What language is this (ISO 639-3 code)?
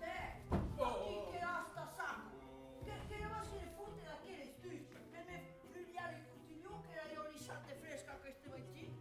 oci